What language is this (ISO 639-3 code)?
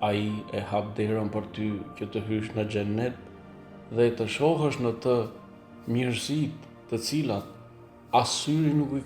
sqi